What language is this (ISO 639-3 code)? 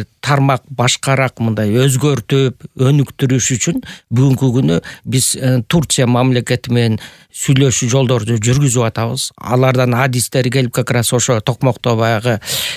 kir